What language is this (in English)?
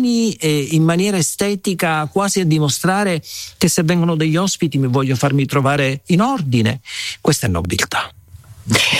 Italian